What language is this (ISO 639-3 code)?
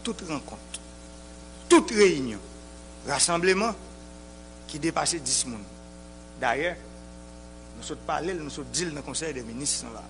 hat